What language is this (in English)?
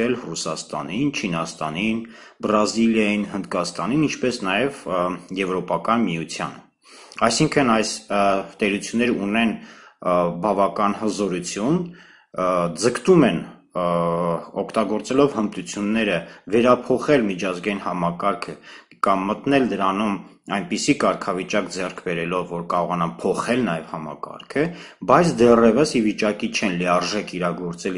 Armenian